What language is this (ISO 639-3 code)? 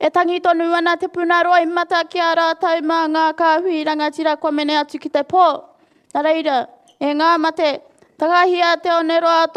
mri